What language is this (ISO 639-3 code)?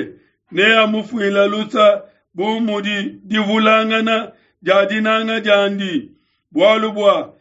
lua